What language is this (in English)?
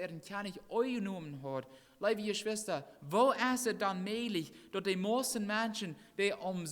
Plautdietsch